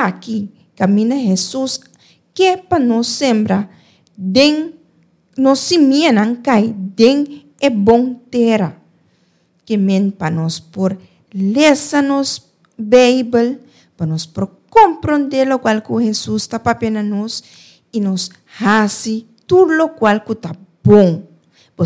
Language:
Papiamento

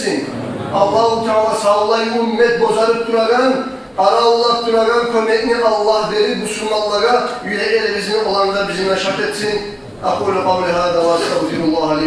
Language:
Kumyk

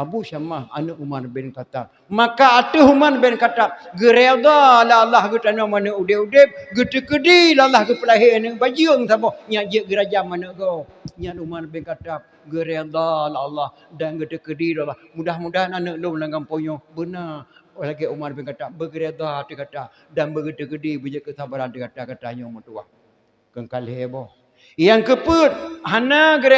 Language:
Achinese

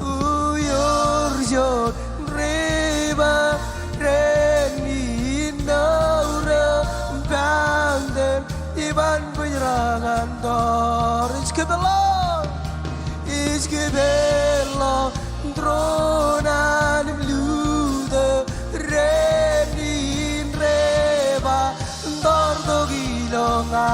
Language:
Marshallese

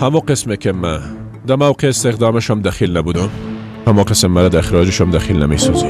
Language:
Persian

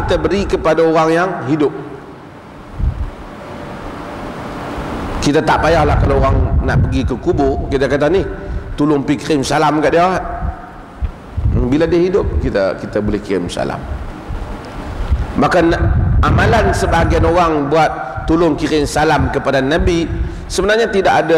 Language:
Malay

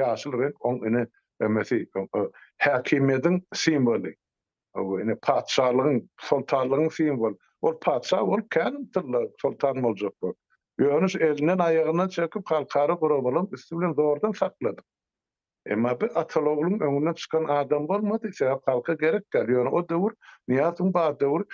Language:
Turkmen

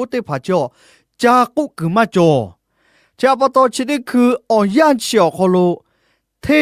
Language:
Lahu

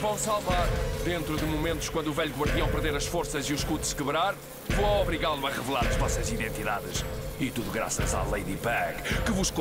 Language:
Portuguese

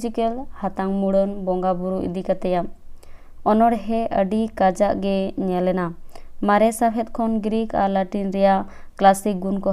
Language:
Santali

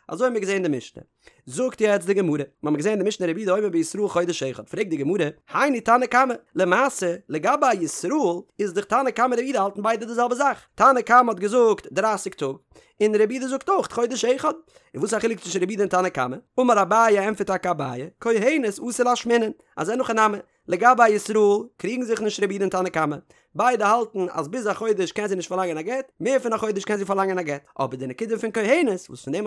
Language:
Yiddish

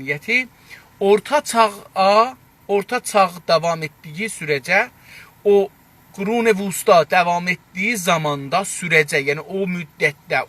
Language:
South Azerbaijani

